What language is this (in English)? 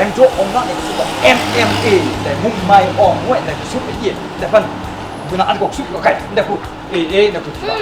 Kachin